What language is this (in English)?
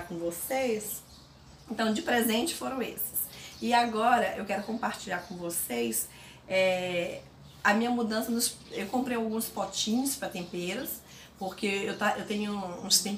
Portuguese